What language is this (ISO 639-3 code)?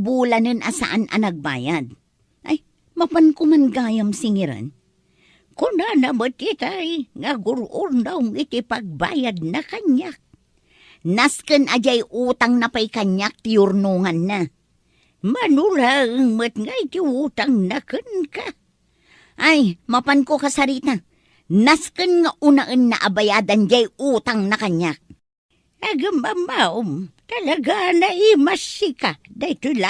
ilo